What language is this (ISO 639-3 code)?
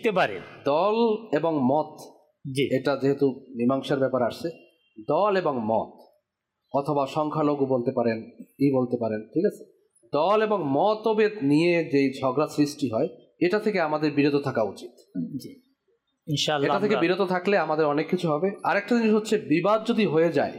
ben